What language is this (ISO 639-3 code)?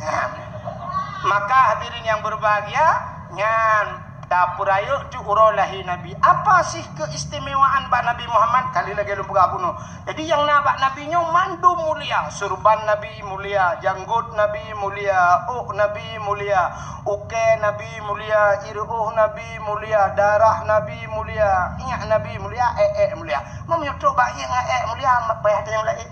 ace